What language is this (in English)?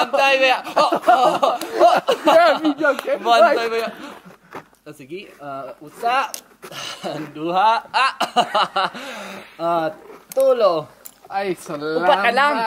Cebuano